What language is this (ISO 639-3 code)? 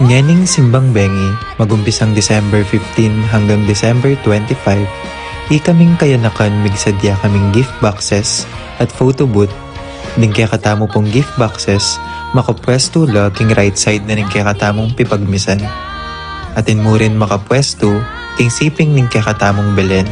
pam